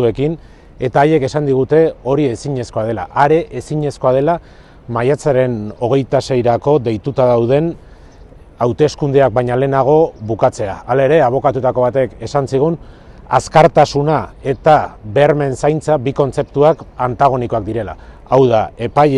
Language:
Basque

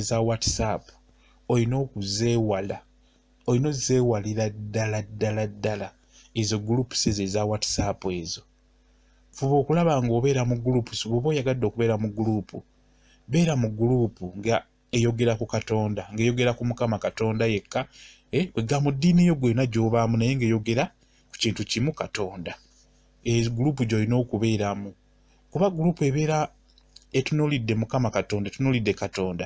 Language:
Ganda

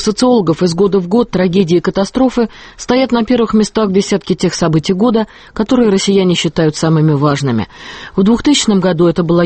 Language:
Russian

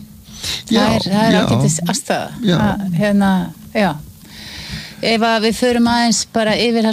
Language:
Icelandic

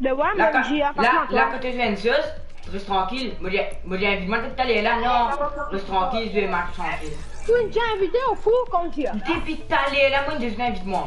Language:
Morisyen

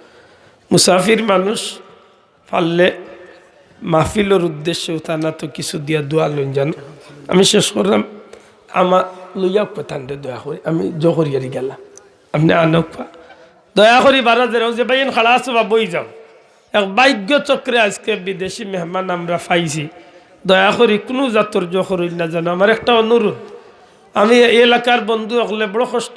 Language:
Sylheti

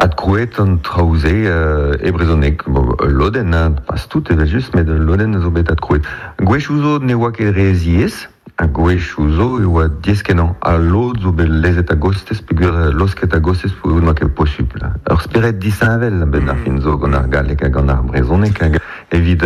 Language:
Breton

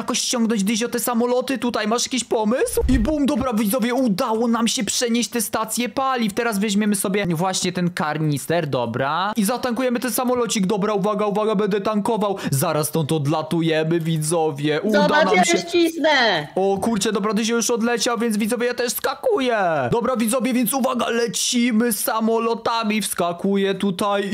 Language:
Polish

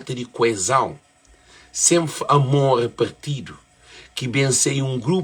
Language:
Kabuverdianu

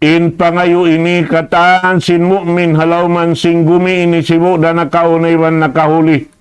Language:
Tausug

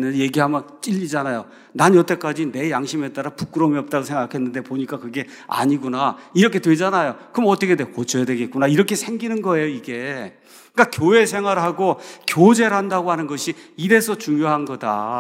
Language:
Korean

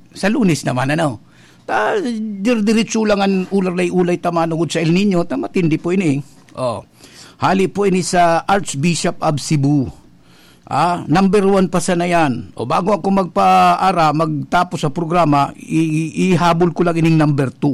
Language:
Bikol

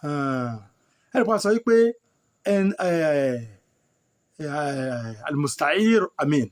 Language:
Yoruba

